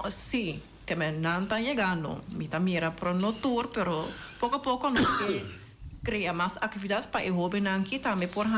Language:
Papiamento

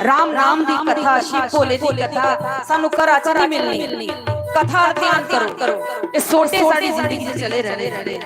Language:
Dogri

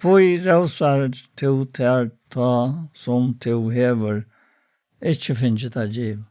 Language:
Faroese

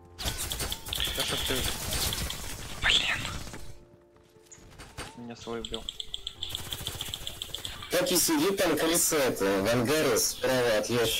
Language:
Russian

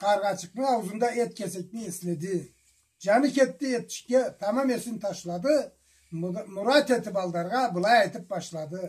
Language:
Karachay-Balkar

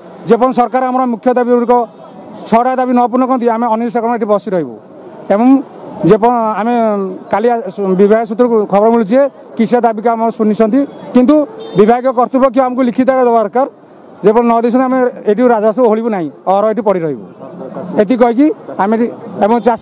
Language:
Odia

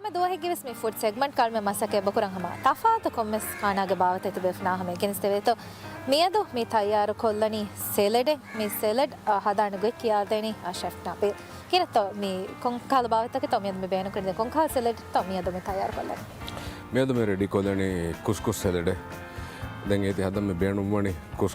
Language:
Divehi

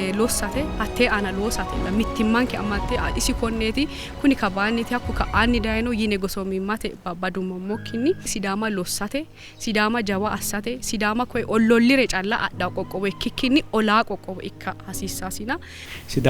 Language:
Sidamo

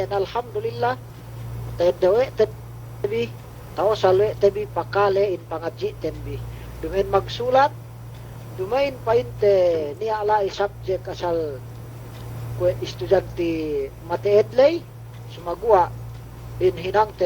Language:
Yakan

